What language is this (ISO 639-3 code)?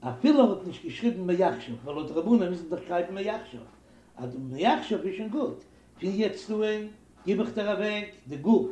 yid